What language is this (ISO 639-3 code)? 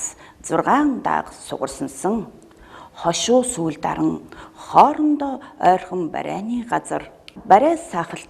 mon